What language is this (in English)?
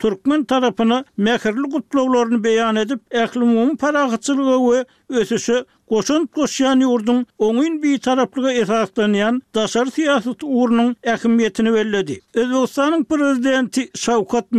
Turkmen